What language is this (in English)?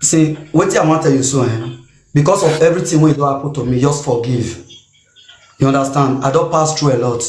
Nigerian Pidgin